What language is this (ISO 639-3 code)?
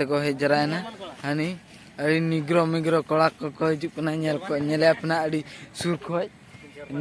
sat